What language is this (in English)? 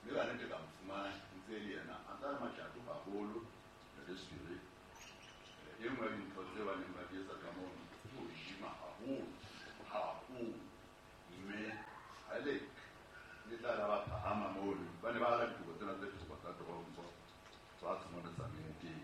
Southern Sotho